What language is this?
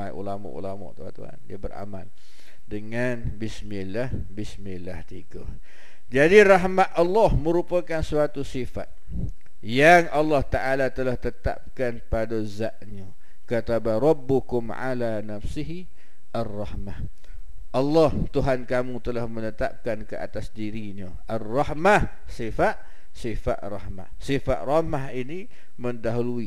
Malay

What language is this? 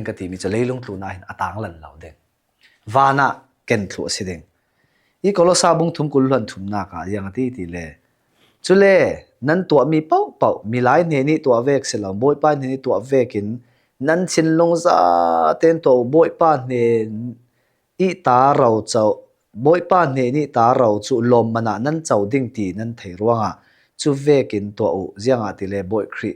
Falam Chin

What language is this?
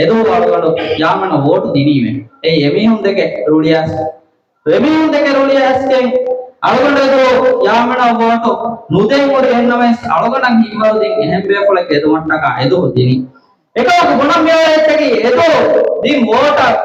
Divehi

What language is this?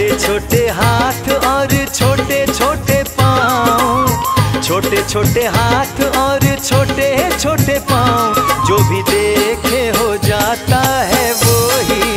Hindi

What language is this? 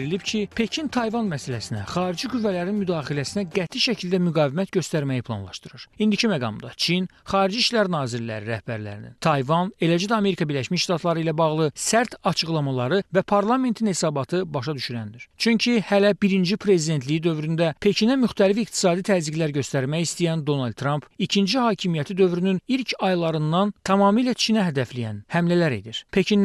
Azerbaijani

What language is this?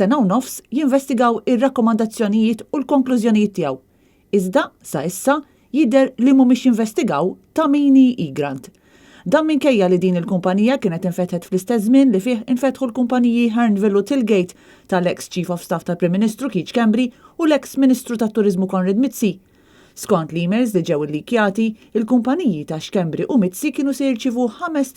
Maltese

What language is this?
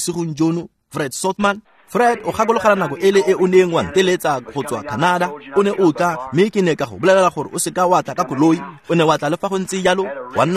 Tswana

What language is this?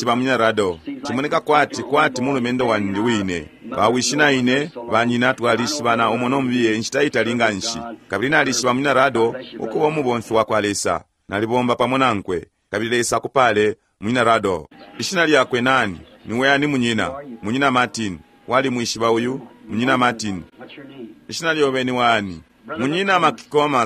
Bemba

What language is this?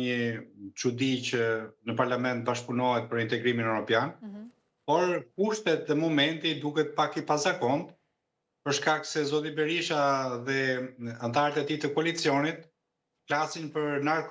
Albanian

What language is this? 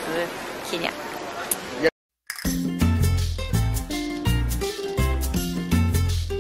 Polish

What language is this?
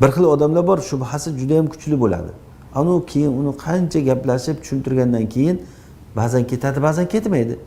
Uzbek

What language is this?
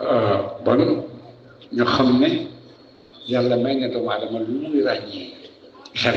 Wolof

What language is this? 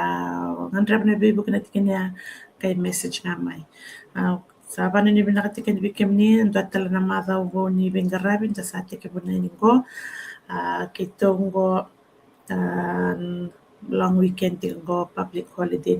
Fijian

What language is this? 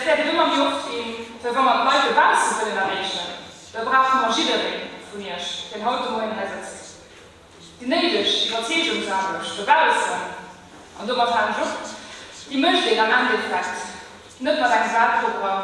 Luxembourgish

